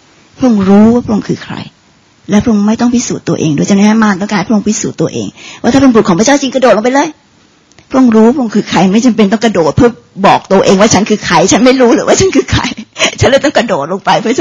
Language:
Thai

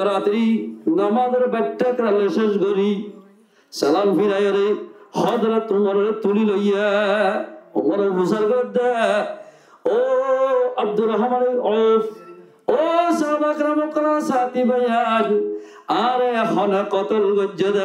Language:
Rohingya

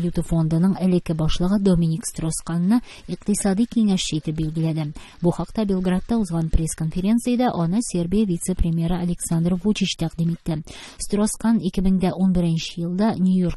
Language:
Tatar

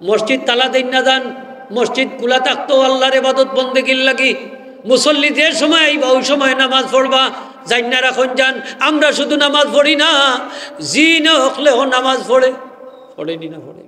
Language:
Sylheti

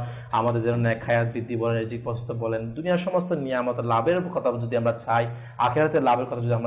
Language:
Bangla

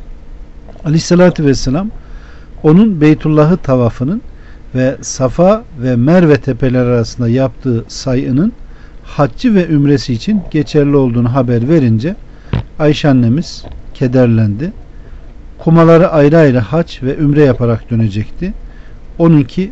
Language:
Turkish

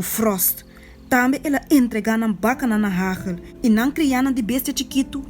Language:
Papiamento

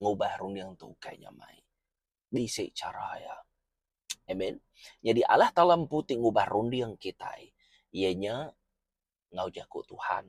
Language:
Iban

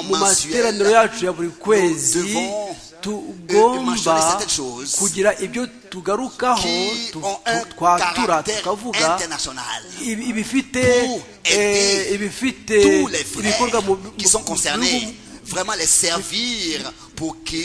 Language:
Kinyarwanda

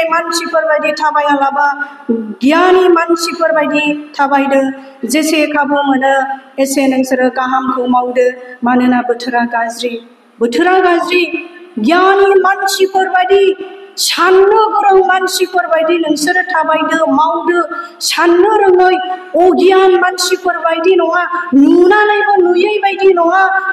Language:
Bodo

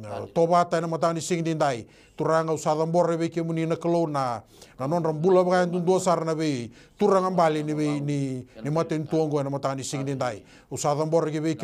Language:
Fijian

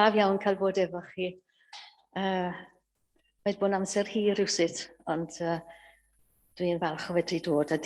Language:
Welsh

